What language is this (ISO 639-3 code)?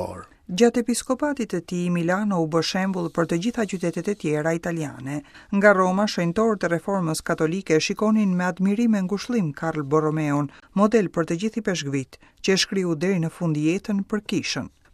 sqi